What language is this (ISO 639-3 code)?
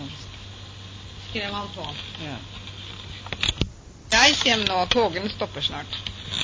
nor